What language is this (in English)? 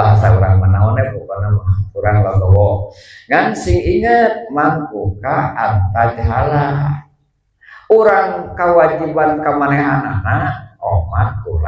Sundanese